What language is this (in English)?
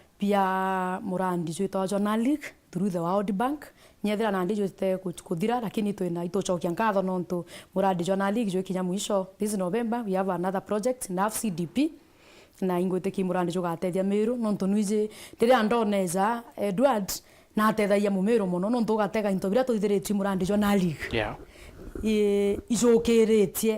Meru